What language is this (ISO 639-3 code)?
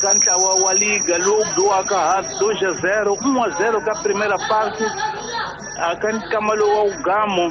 tso